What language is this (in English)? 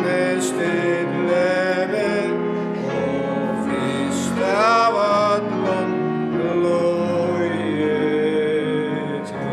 Faroese